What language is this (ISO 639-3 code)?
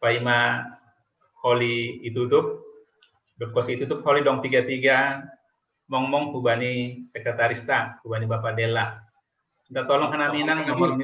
bts